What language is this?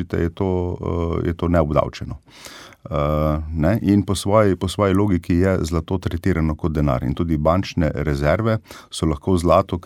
Slovenian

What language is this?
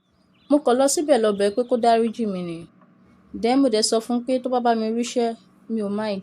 Yoruba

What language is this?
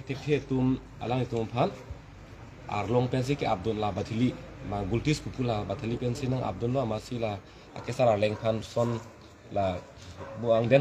Karbi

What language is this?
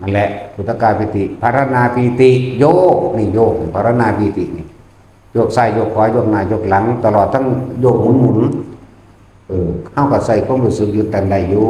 Northeastern Thai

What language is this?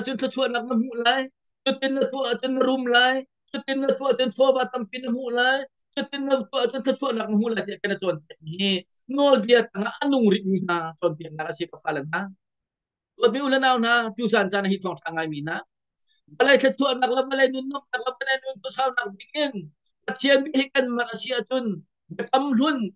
Hakha Chin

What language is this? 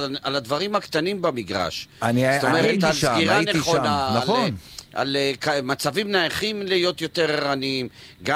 Hebrew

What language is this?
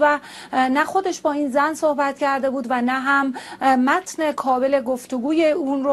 Persian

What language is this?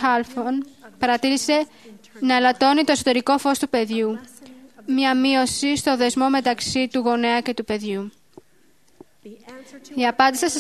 Greek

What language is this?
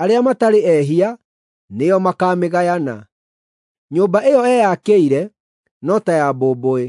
Kikuyu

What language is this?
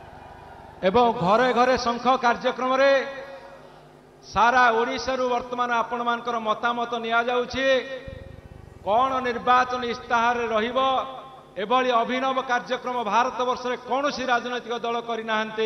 Odia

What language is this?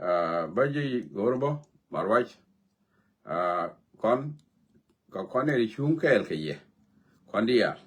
Nuer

